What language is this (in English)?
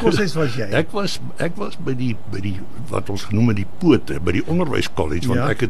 Afrikaans